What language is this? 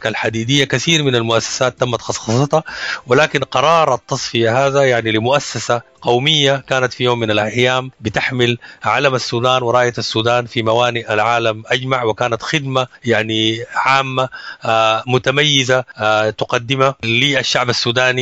Sudanese Arabic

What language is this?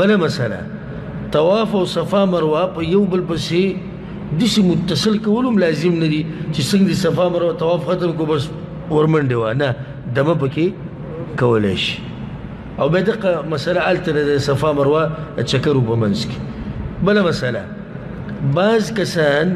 Pashto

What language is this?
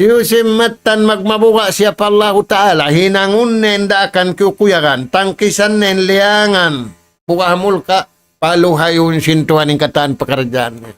Tausug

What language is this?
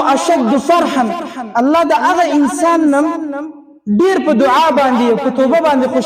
Pashto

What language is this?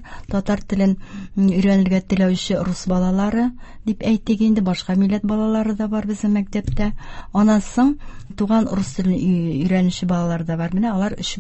Tatar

